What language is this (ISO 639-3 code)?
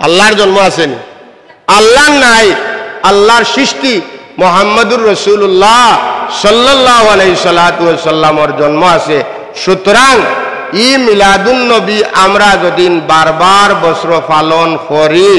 syl